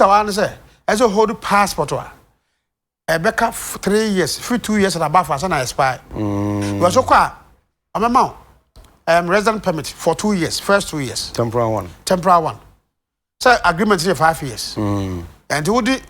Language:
Akan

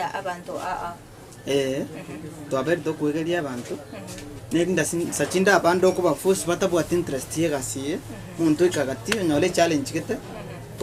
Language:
Gusii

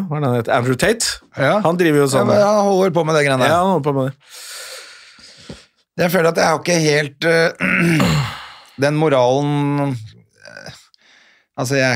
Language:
Norwegian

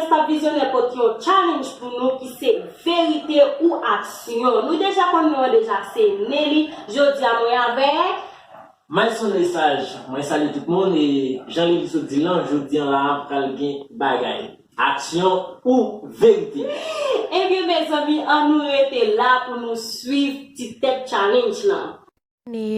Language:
Haitian Creole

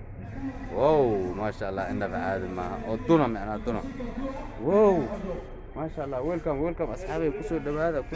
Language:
Somali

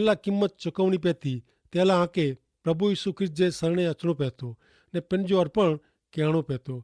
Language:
Kachhi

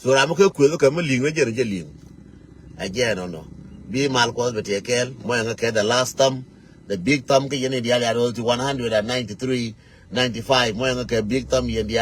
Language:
Nuer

